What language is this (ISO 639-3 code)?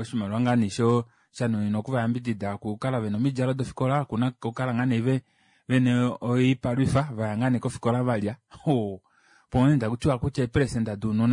kua